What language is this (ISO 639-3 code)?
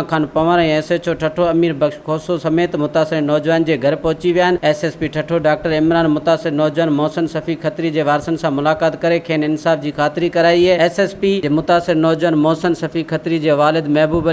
snd